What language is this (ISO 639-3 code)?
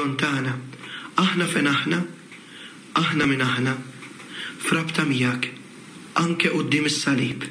mlt